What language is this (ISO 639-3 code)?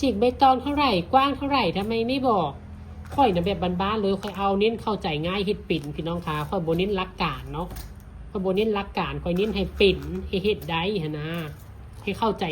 tts